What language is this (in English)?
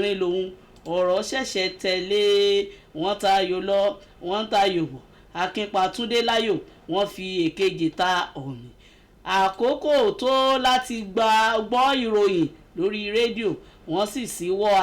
Yoruba